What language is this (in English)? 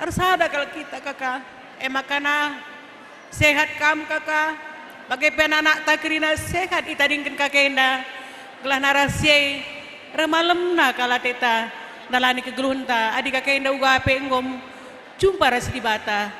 Batak Karo